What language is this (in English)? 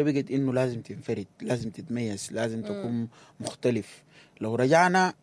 Sudanese Arabic